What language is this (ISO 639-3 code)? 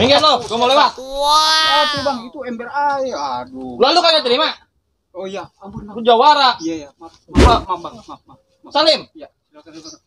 bew